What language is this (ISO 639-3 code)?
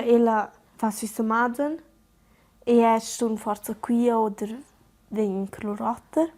roh